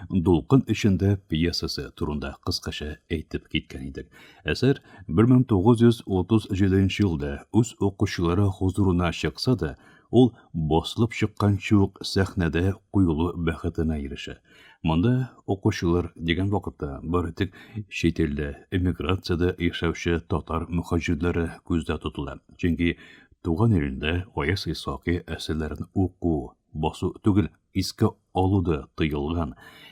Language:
Tatar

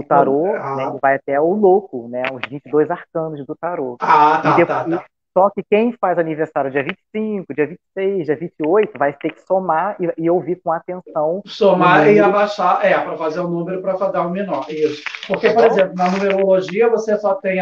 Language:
Portuguese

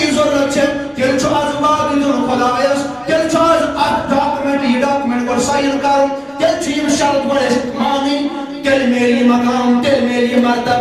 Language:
Kashmiri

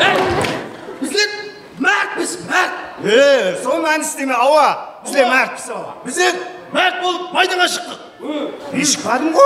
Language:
Kara-Kalpak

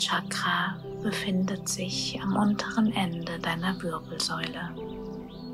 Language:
German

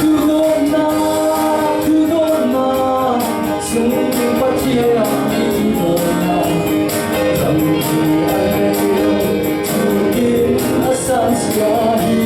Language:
Falam Chin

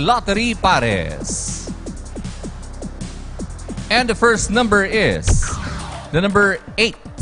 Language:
Filipino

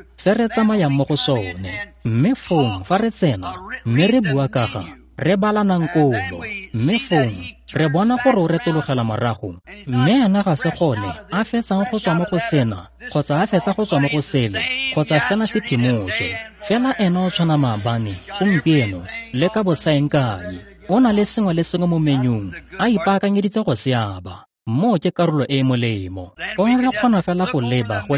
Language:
Tswana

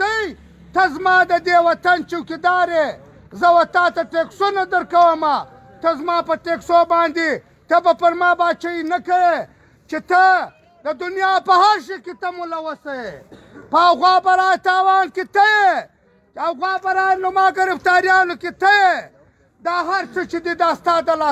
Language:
Pashto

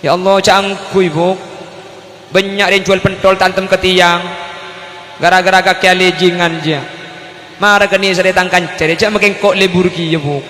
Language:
Madurese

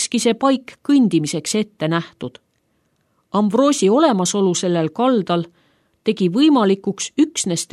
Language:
Estonian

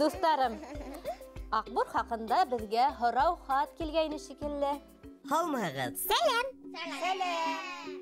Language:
Bashkir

